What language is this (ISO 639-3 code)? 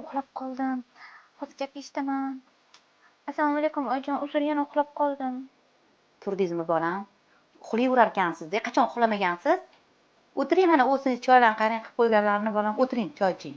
uzb